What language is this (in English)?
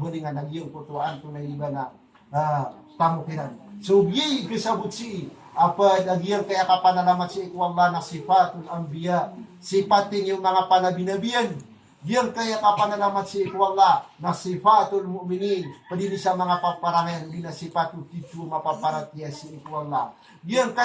Maranao